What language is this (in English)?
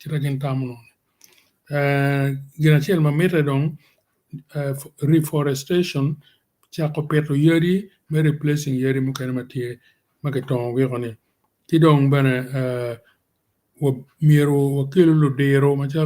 Acoli